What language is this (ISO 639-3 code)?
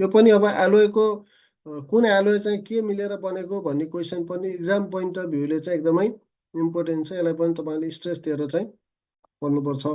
nep